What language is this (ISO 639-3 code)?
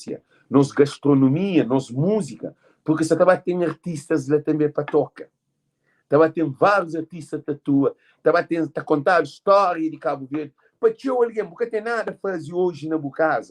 kea